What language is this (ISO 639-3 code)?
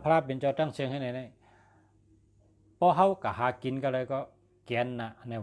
shn